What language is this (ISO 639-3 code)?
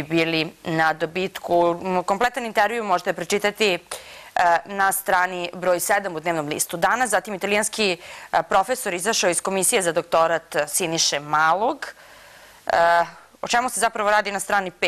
srp